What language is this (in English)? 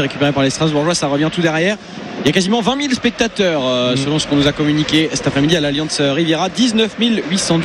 French